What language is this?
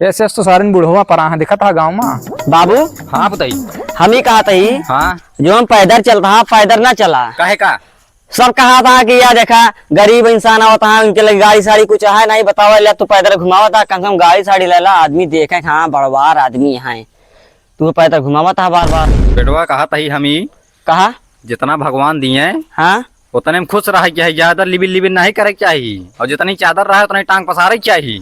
Awadhi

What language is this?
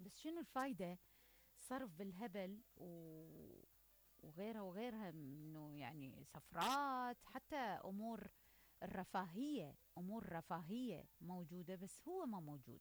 Mesopotamian Arabic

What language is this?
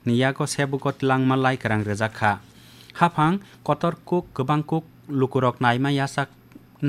Kok Borok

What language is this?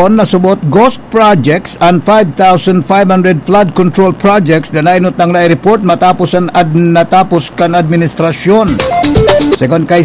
Bikol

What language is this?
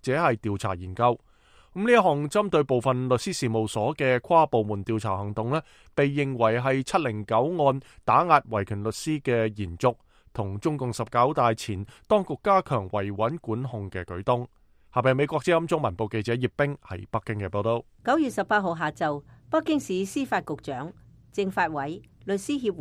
Cantonese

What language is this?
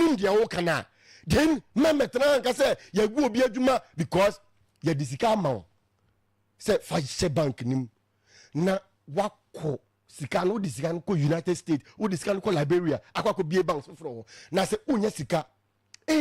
Akan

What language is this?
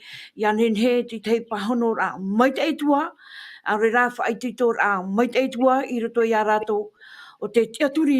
Tahitian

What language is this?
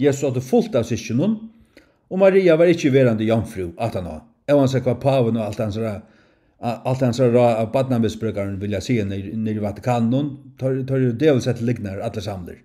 Faroese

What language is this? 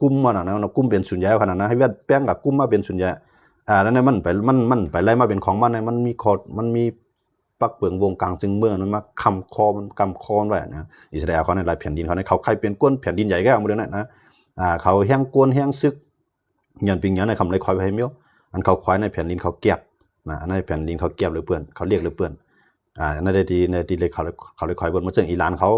Shan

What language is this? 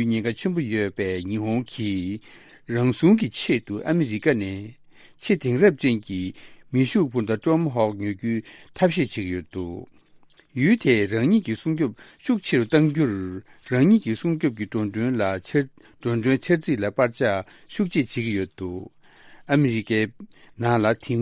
Tibetan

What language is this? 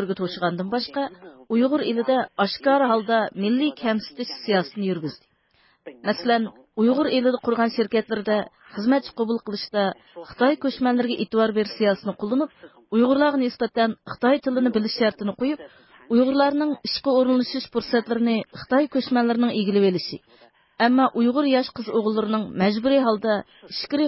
Uyghur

